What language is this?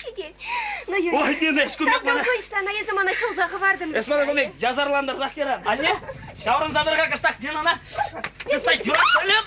Chuvash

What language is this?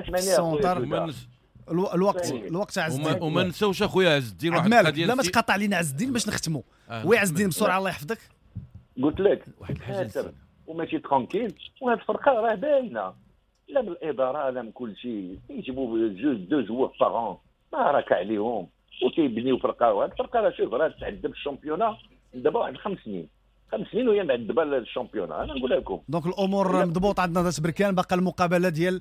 Moroccan Arabic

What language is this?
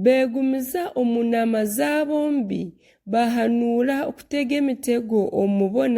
Nyankole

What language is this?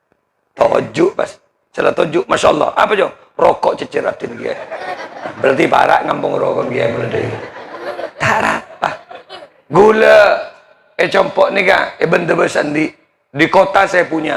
Madurese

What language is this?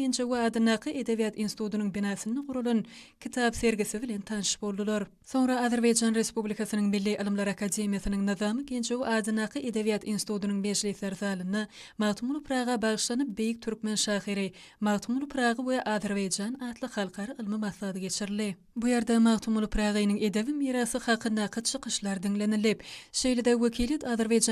Turkmen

